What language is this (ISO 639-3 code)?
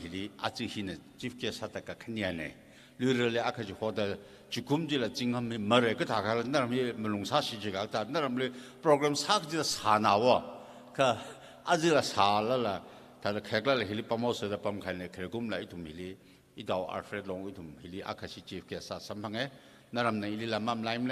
nmf